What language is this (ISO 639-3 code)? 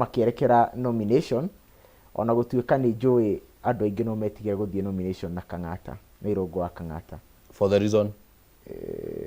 kik